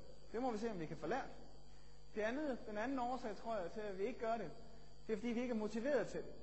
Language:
Danish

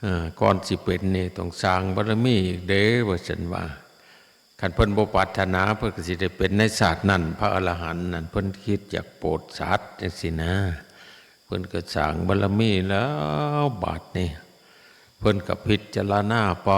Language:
Northeastern Thai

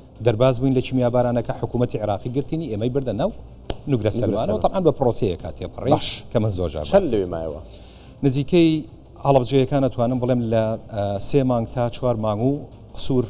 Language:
Central Kurdish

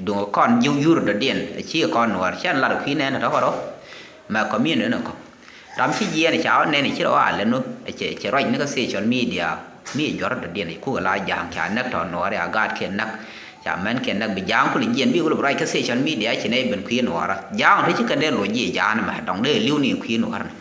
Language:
Nuer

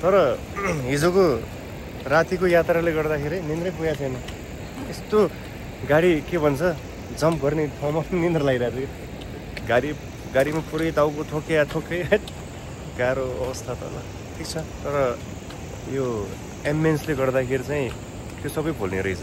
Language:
Nepali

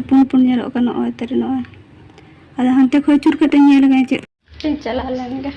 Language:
Santali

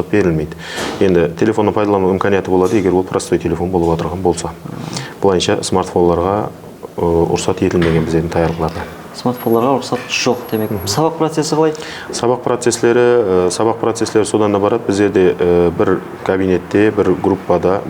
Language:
Kara-Kalpak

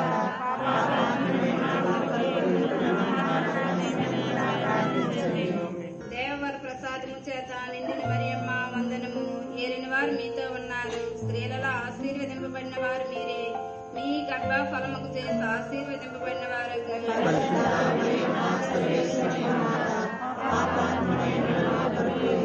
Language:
Telugu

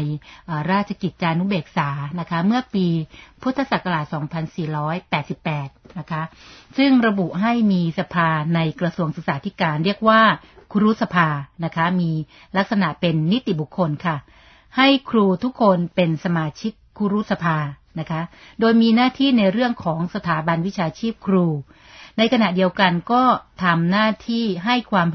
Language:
Thai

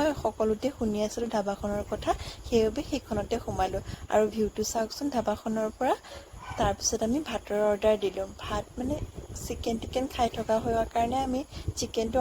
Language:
Assamese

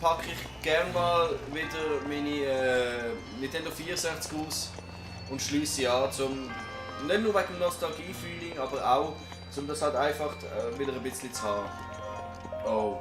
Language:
Swiss German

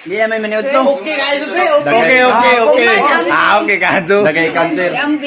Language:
Cebuano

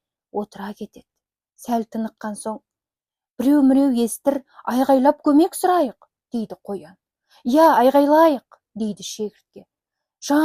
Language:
Kazakh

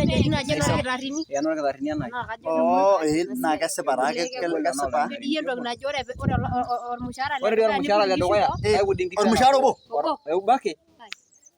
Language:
Masai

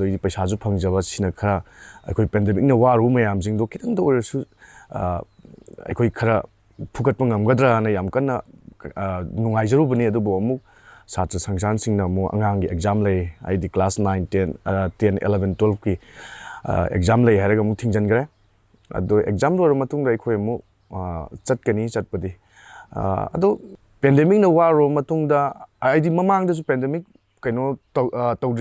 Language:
Manipuri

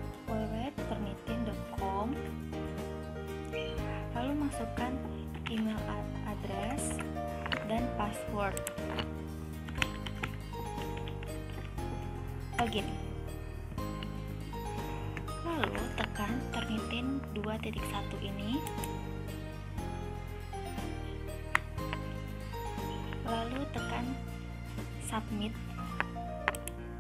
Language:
Indonesian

